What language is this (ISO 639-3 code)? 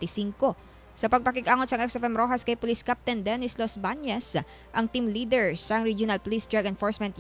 hil